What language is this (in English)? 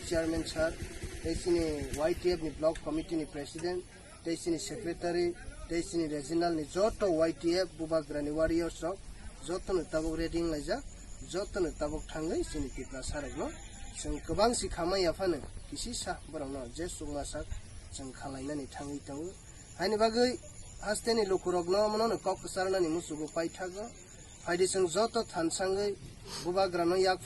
Kok Borok